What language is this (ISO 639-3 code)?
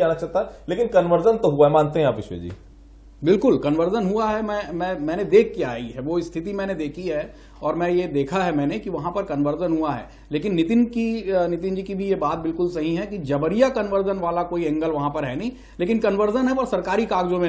hin